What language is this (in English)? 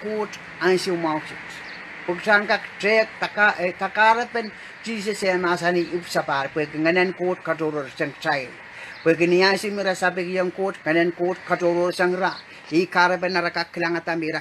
Pohnpeian